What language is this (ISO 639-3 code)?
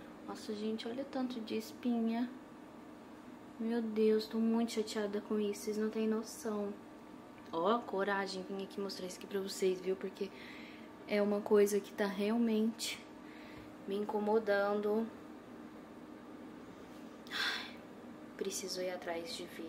por